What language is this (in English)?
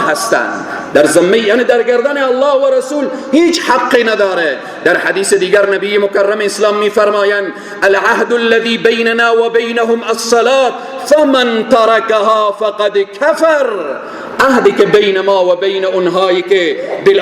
Persian